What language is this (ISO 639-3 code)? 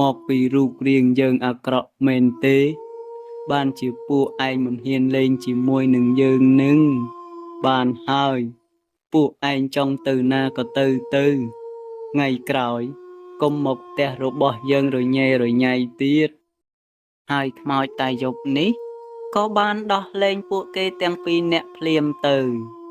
khm